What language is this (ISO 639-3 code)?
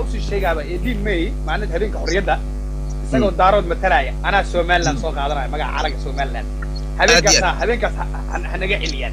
som